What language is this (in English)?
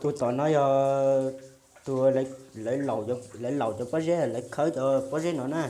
Hmong